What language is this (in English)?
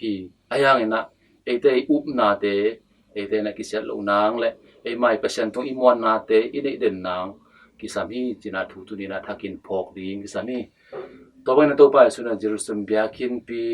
Tedim Chin